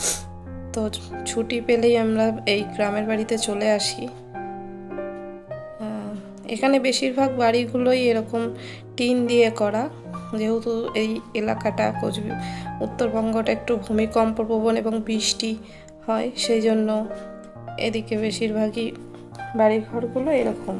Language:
Bangla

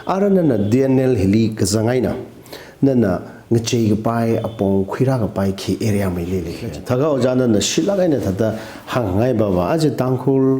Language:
Tangkhul Naga (India)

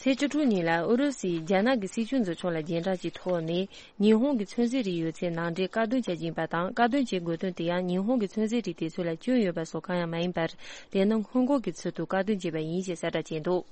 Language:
Tibetan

